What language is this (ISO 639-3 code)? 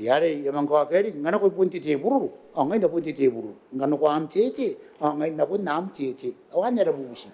gil